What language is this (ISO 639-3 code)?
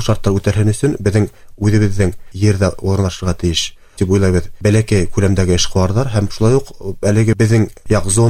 bak